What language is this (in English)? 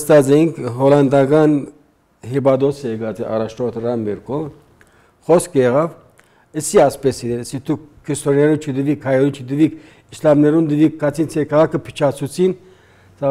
Armenian